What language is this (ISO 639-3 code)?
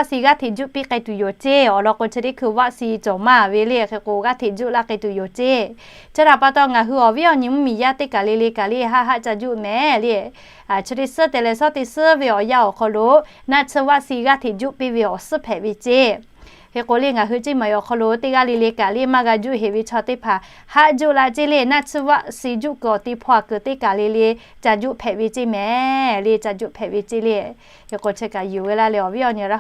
lhu